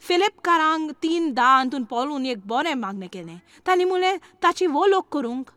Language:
Konkani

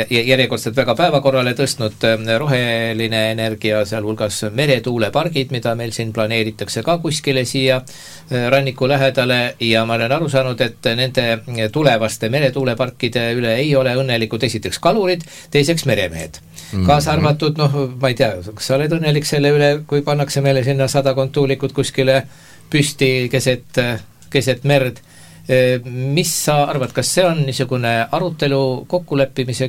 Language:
Estonian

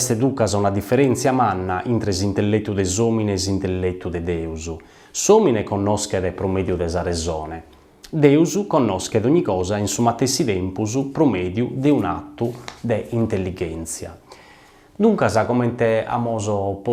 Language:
Sardinian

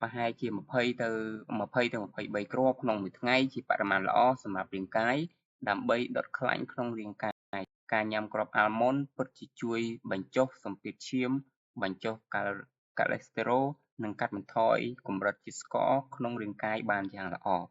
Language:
Khmer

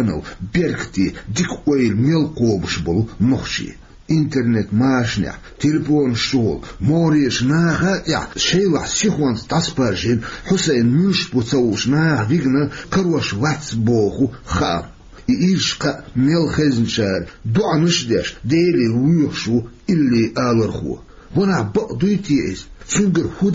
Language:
Chechen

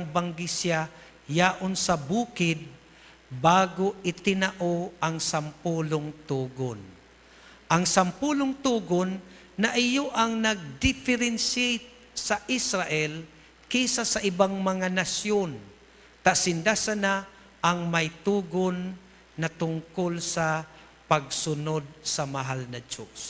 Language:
Bikol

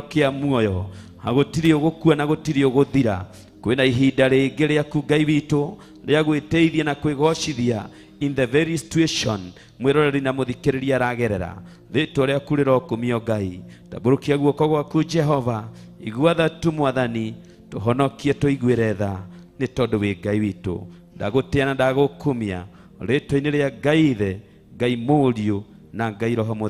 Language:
Kikuyu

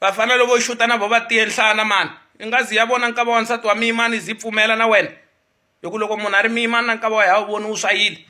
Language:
Tsonga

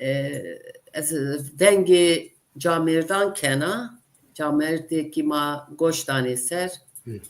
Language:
Zaza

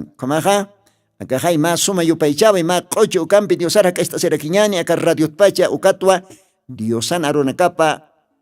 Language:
Aymara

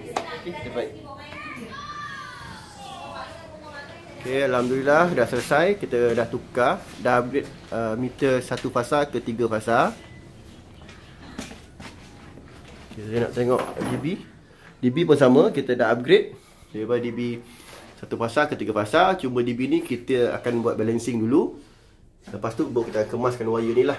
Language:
Malay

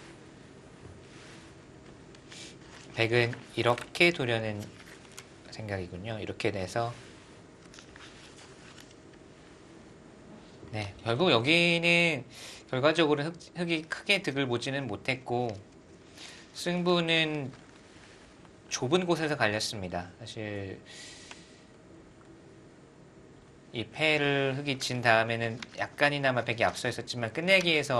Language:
Korean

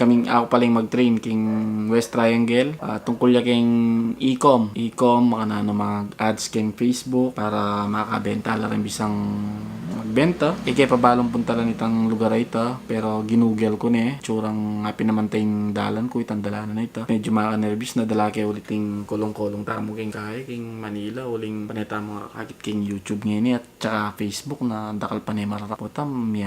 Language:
Pampanga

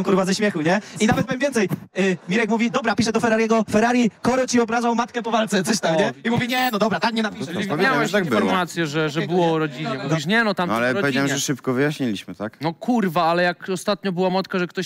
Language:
Polish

